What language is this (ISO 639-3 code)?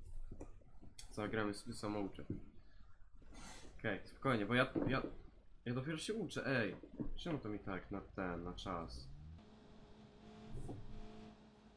pol